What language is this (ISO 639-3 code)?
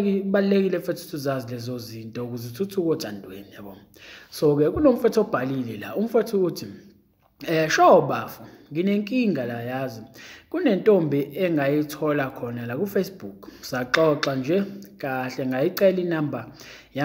zul